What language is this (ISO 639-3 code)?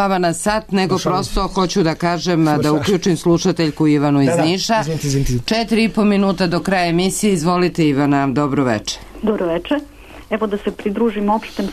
srp